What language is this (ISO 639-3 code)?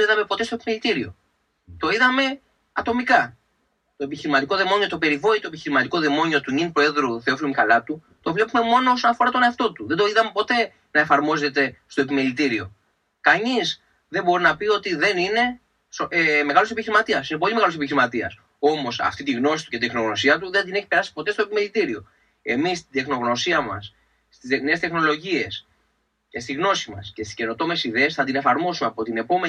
ell